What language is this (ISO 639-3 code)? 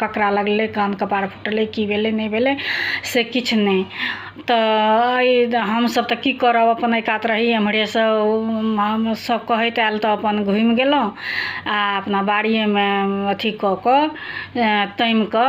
mai